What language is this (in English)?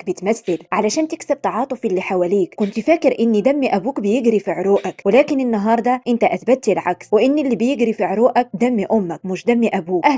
Egyptian Arabic